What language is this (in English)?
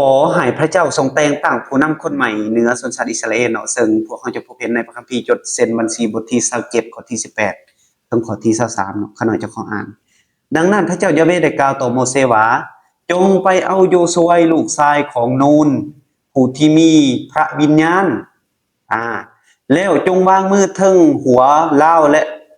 Lao